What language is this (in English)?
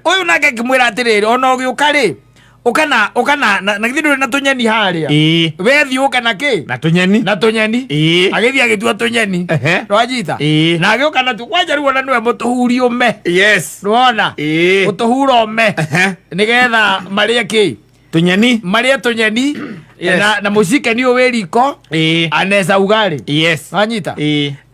Kikuyu